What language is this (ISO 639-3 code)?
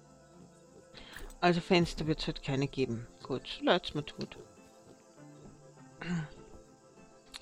deu